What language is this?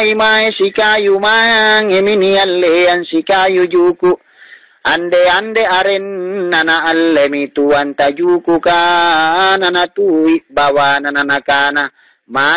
Makasar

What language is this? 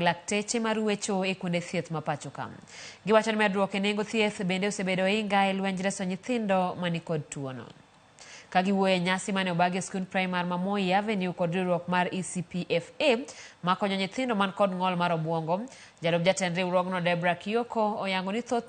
Luo (Kenya and Tanzania)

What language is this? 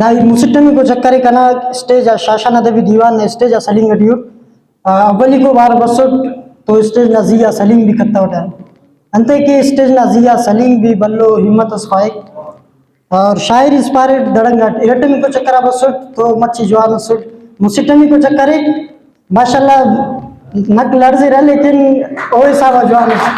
Brahui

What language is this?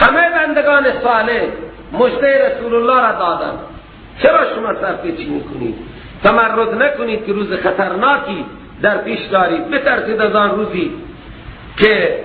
Persian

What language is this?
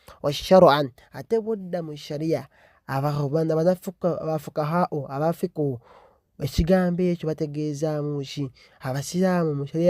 Ganda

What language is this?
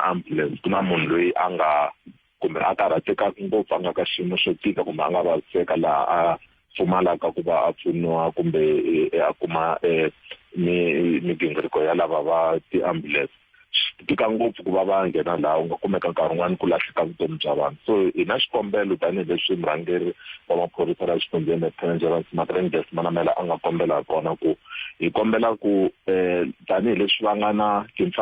Tsonga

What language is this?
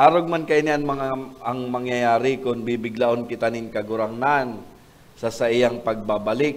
Bikol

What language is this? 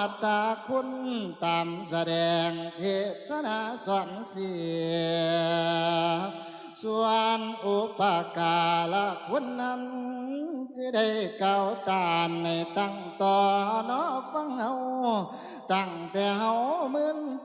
Lao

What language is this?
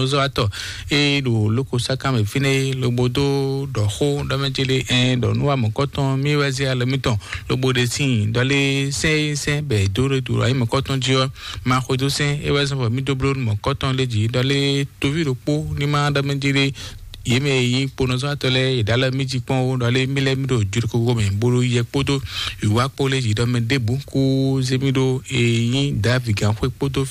Fon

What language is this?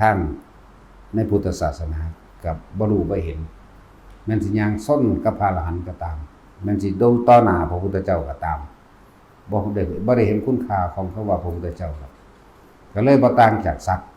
Northeastern Thai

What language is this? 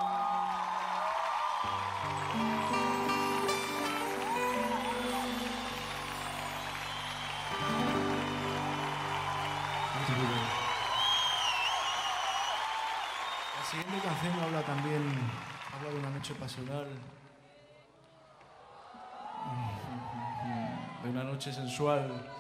Spanish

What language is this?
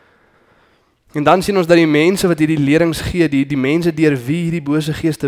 Afrikaans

